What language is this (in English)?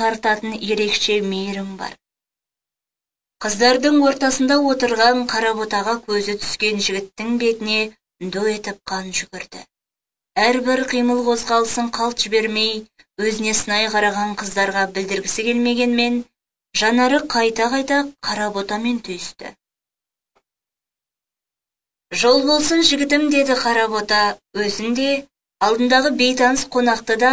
Kazakh